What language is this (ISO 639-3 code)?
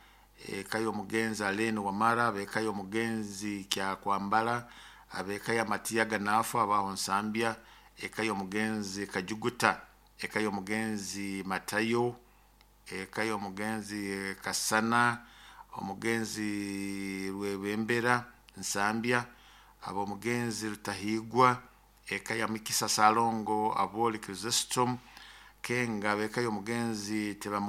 nyo